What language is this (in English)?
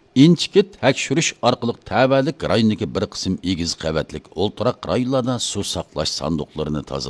Uyghur